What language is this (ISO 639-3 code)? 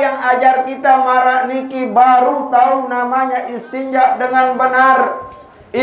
sas